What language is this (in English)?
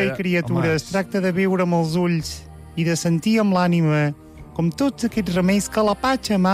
Catalan